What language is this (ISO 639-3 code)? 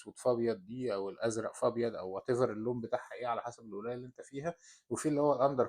arz